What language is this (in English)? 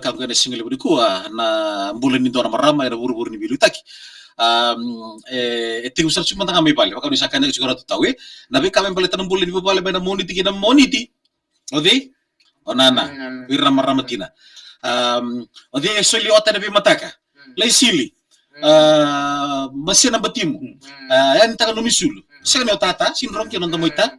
Fijian